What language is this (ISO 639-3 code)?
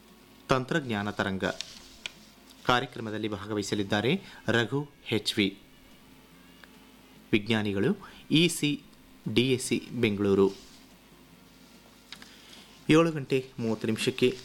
kan